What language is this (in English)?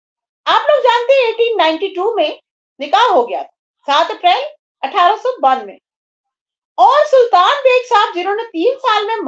Urdu